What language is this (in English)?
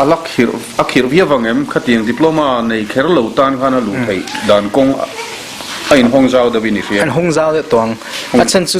Mizo